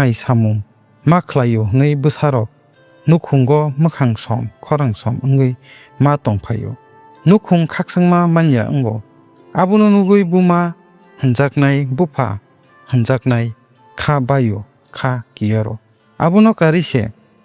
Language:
Kok Borok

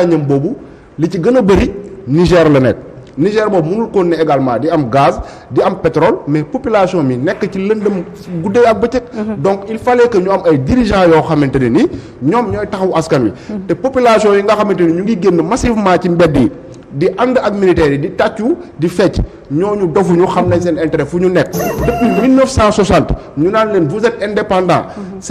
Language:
Wolof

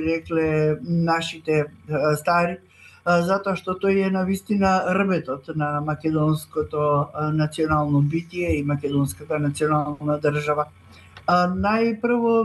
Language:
Macedonian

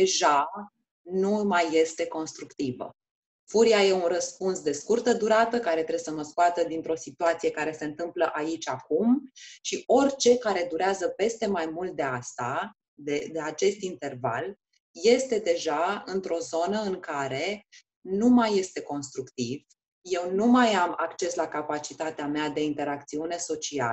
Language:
Romanian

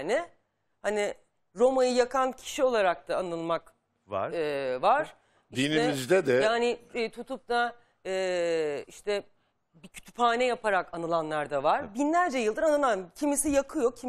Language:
Turkish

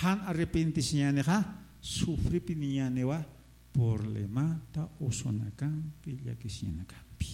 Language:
Aymara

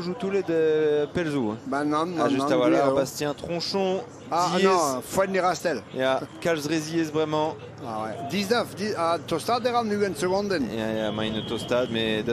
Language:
Breton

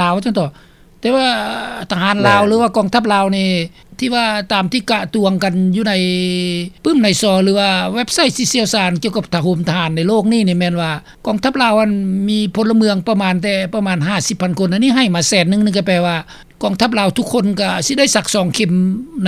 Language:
Lao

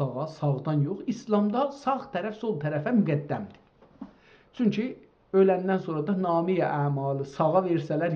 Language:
South Azerbaijani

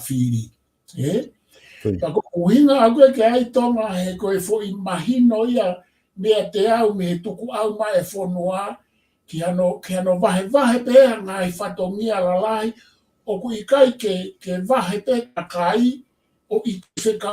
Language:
Tongan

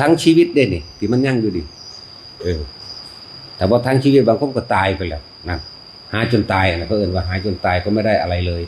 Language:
Northeastern Thai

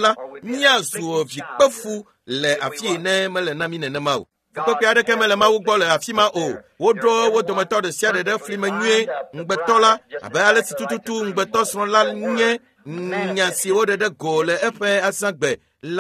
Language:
Ewe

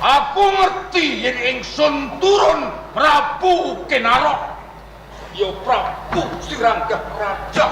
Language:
Javanese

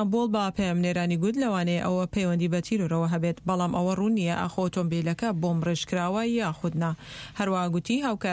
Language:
Central Kurdish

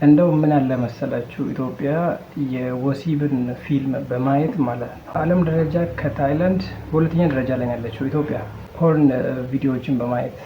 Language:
Amharic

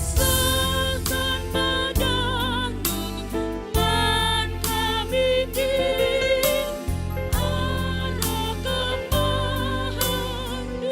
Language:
Batak Karo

